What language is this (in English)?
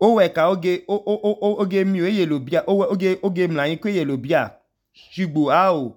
Idoma